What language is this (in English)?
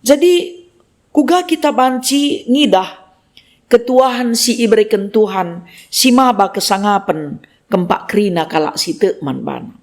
Batak Karo